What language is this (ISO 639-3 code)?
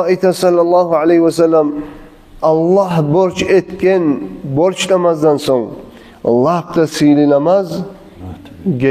kum